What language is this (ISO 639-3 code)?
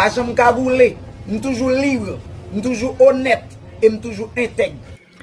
hat